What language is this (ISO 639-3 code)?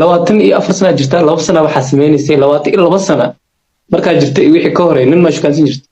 som